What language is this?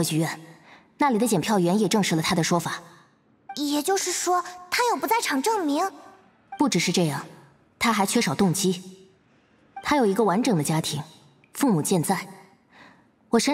Chinese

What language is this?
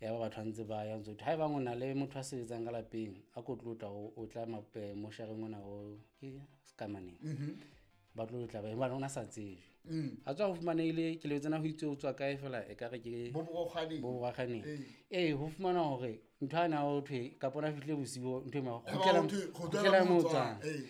Southern Sotho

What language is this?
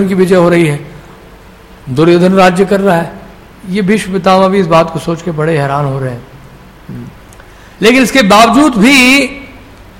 Hindi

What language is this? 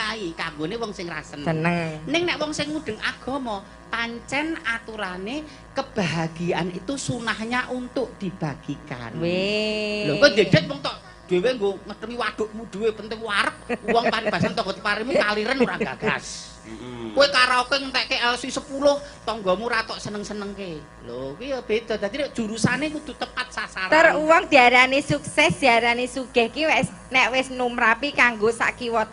Javanese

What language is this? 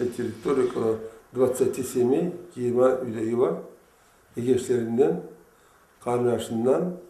Karachay-Balkar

